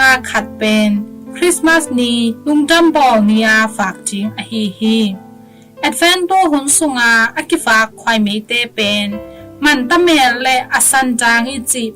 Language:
Tedim Chin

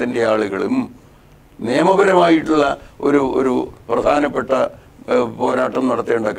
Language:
Malayalam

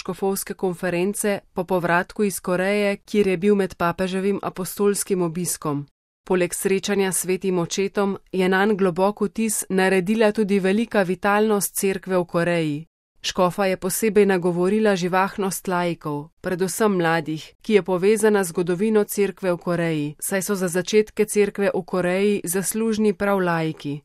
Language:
Slovenian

